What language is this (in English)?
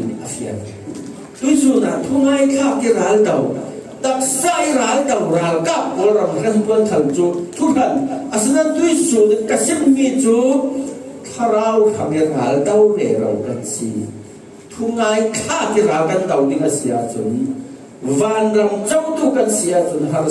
Falam Chin